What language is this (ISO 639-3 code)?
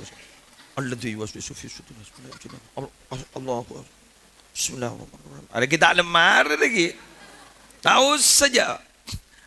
mad